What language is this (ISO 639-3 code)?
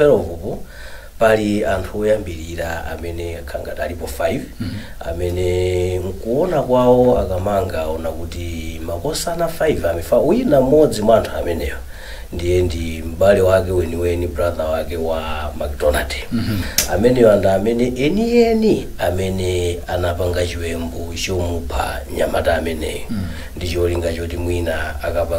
nya